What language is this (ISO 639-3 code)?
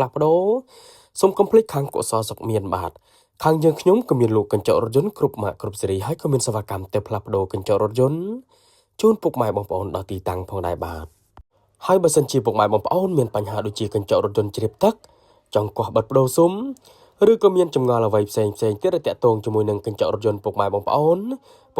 khm